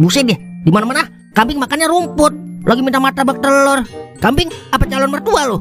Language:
Betawi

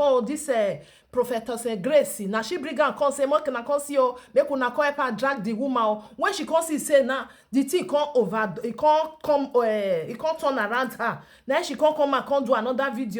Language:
Nigerian Pidgin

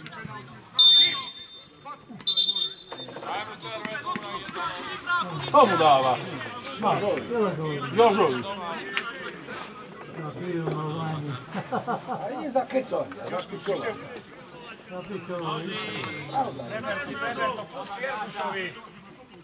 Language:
Slovak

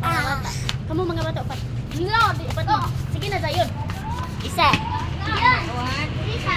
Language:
Cebuano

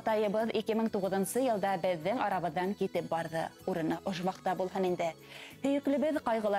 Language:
Bashkir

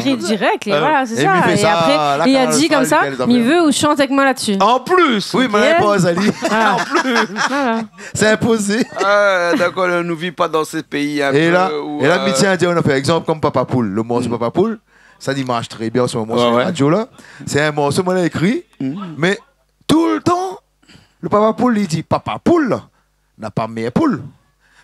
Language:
Réunion Creole French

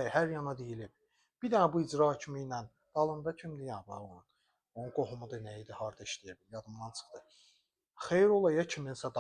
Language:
Azerbaijani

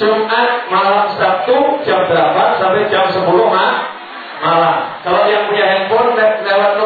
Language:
Indonesian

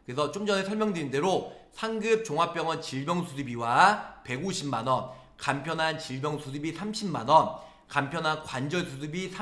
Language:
Korean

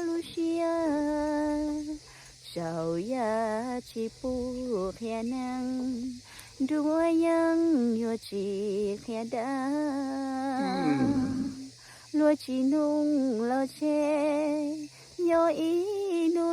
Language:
Hmong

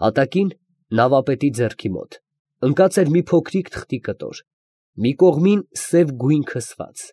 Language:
Armenian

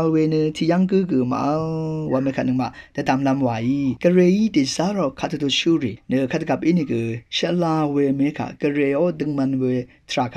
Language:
Rawang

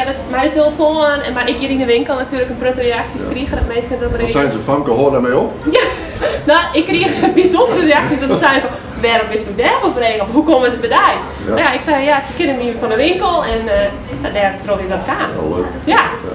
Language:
Western Frisian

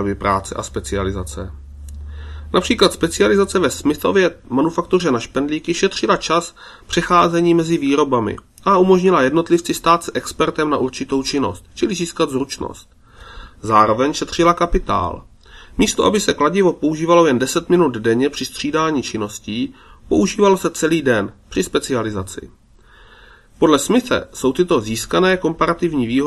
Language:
Czech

